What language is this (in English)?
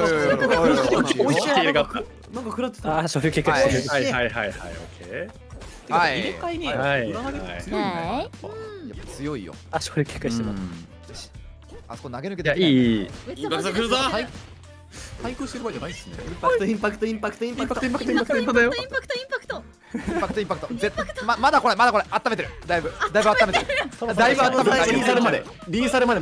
Japanese